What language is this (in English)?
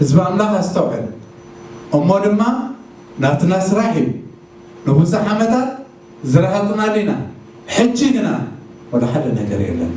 Tigrinya